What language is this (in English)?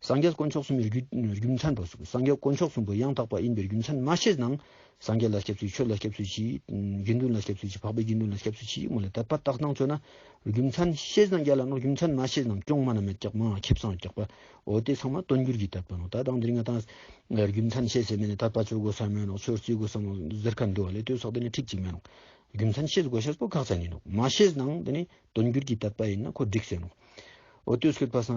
Ladakhi